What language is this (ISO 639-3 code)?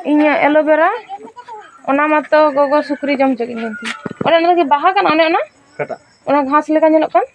sat